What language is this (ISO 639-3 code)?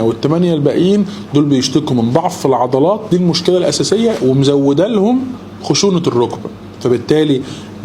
arz